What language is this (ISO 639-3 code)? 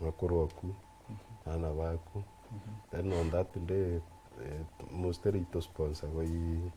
mer